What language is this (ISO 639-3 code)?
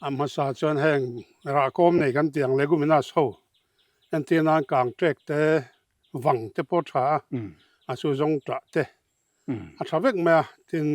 lus